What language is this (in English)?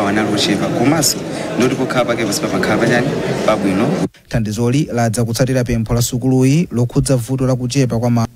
Nyanja